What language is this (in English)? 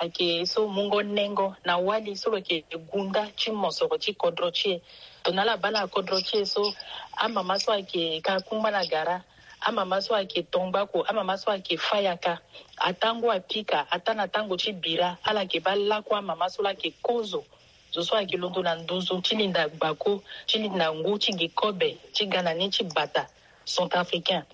Sango